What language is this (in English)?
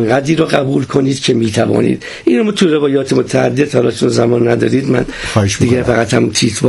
Persian